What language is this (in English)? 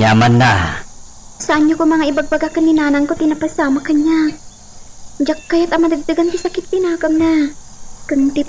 Iloko